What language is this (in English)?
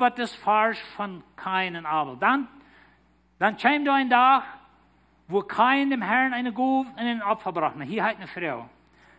Plautdietsch